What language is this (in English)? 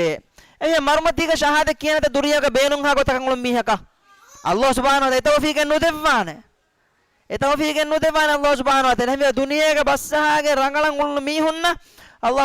Divehi